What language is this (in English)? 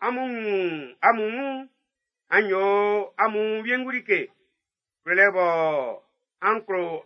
Baoulé